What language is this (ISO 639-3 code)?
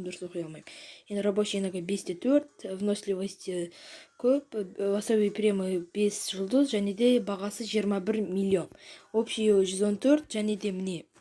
kaz